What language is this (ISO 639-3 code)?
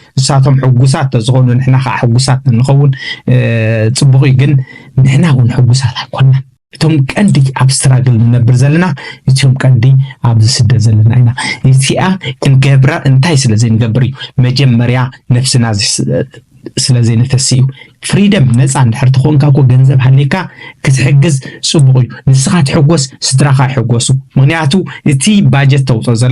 tir